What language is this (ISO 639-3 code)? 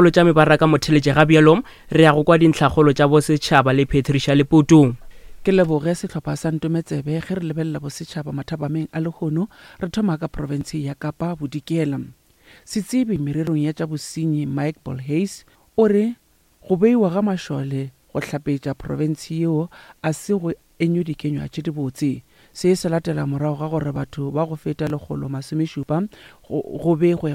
nso